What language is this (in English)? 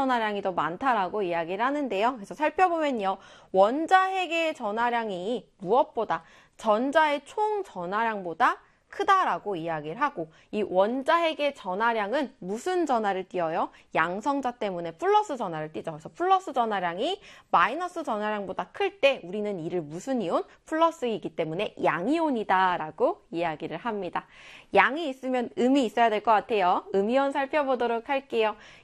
Korean